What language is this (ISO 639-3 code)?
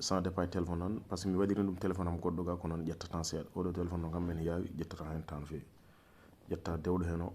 ful